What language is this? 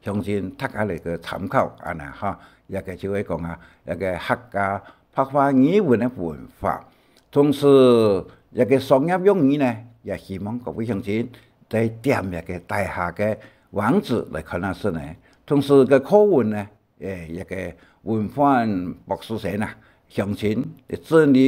Hakka Chinese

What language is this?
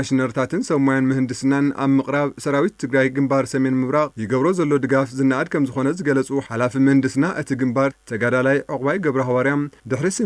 Tigrinya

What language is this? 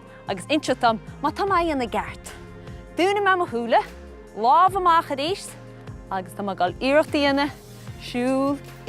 Irish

